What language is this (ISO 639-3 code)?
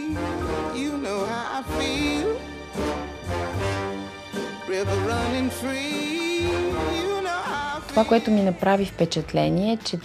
bul